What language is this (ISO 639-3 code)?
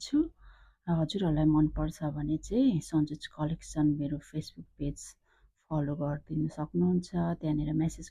nep